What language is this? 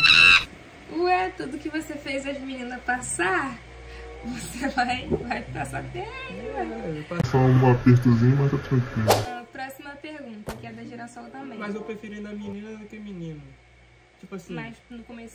Portuguese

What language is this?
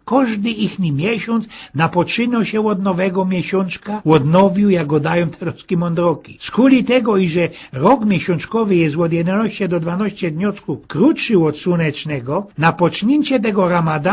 Silesian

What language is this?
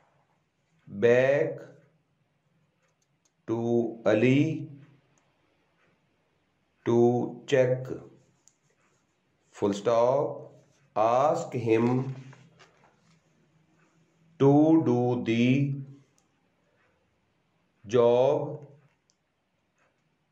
English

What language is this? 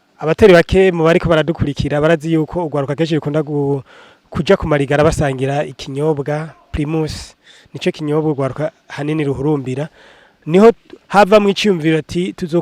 Rundi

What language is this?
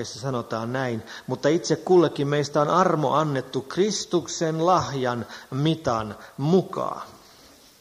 Finnish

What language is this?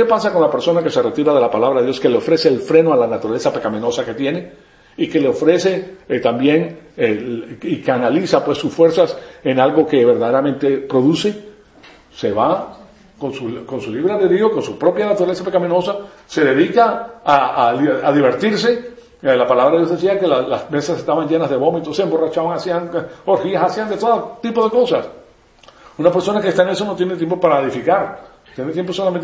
Spanish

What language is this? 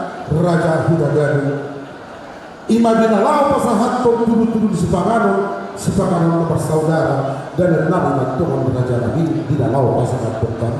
Batak Toba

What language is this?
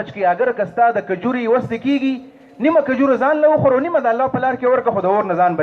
Pashto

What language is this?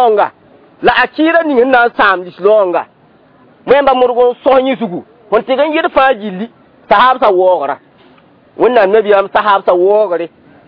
Mossi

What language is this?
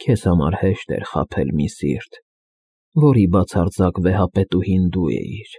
Armenian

